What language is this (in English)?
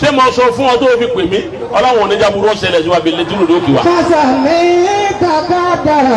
Yoruba